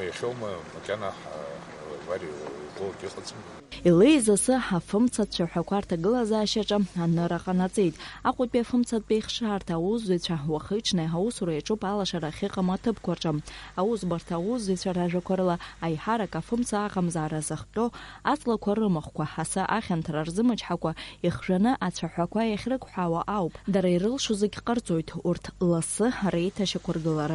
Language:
Abkhazian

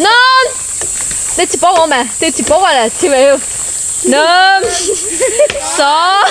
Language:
Lahu Shi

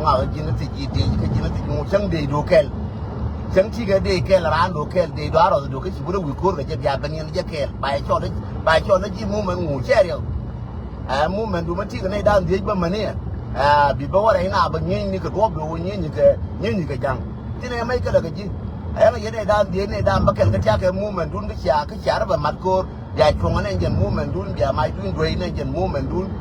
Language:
Nuer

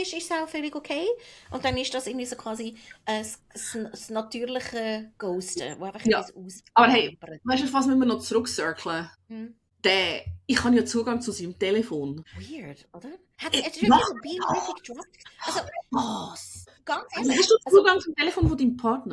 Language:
Swiss German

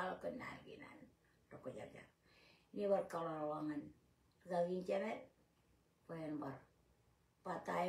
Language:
Marshallese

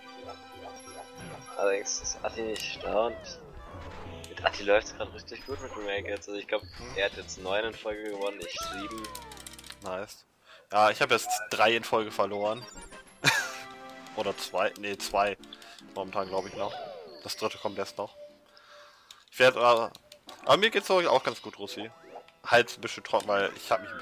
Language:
German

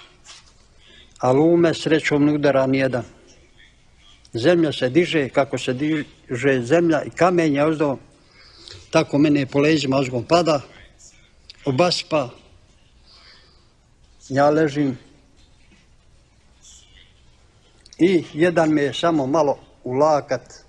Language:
Serbian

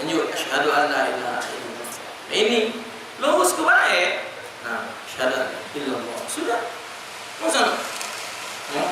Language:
Musi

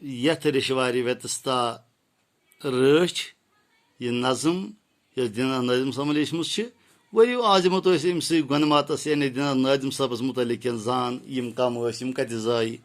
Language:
Kashmiri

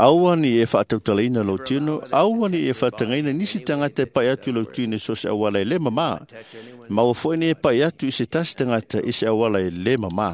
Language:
Samoan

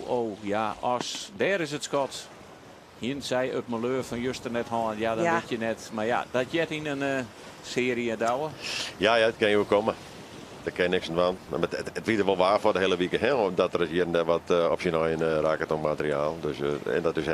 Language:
Western Frisian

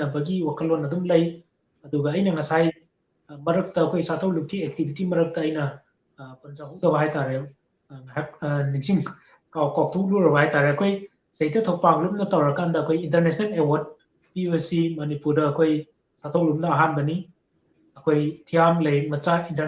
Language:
Manipuri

